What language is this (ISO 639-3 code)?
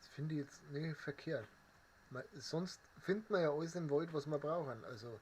bar